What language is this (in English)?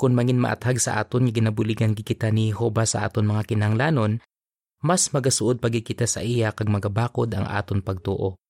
Hiligaynon